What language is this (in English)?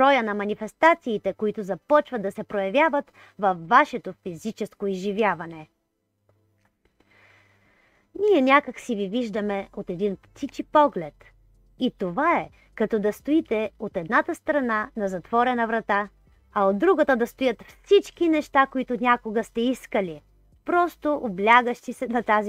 Bulgarian